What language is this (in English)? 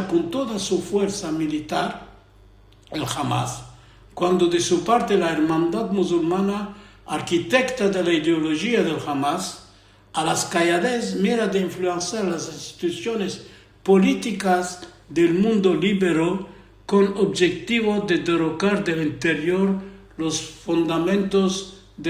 Ladino